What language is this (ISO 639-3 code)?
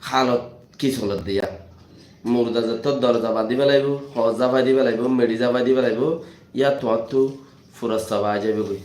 rhg